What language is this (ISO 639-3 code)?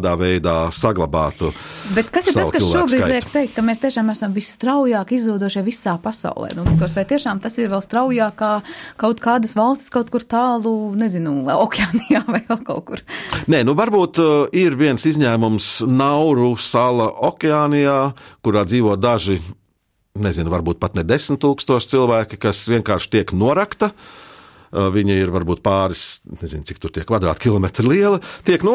lav